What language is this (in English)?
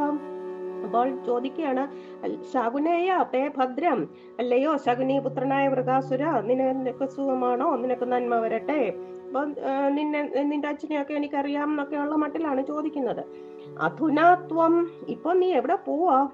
Malayalam